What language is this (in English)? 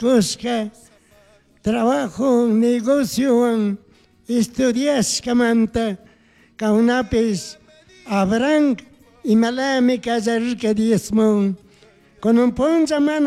Chimborazo Highland Quichua